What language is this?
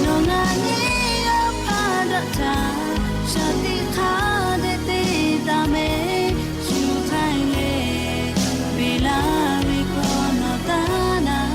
Lahu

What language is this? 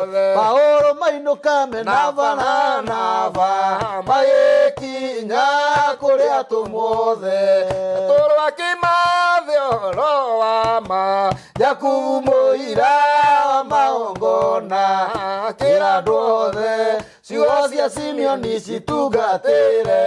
Kikuyu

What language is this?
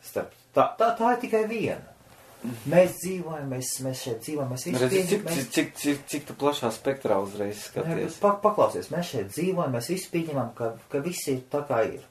Latvian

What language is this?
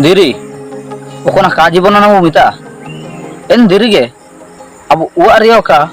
Ho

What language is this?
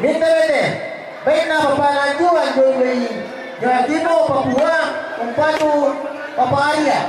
Toraja-Sa'dan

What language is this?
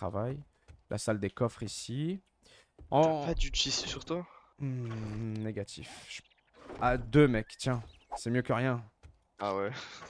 French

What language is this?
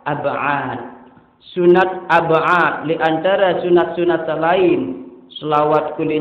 Sasak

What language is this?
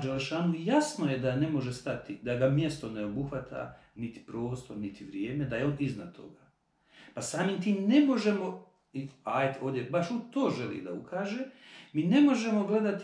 Bosnian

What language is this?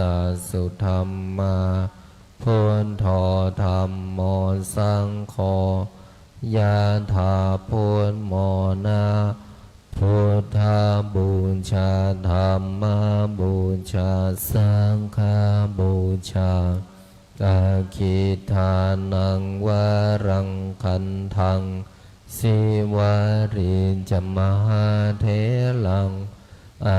Pali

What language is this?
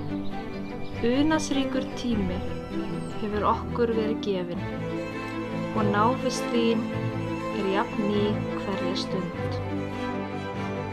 Icelandic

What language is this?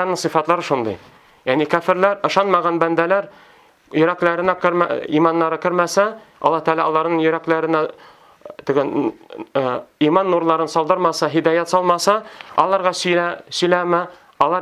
Tatar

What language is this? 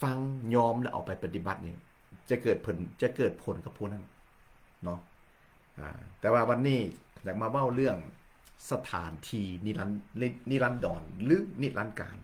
Lao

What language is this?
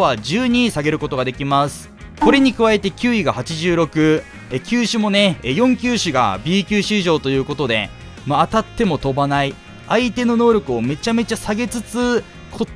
Japanese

